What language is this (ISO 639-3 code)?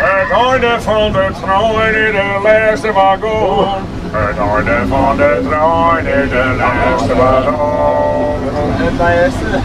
fry